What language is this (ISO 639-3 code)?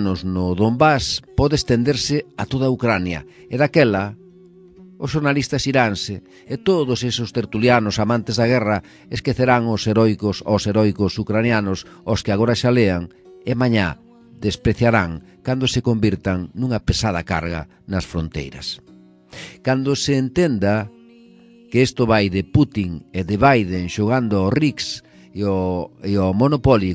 glg